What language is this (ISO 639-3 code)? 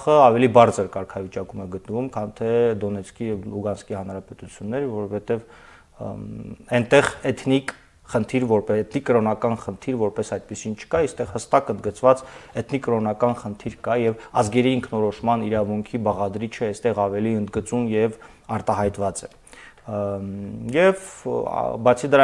hye